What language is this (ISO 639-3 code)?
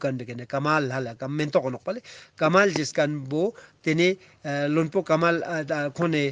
lbj